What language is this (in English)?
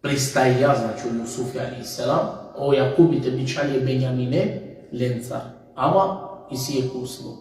Balkan Romani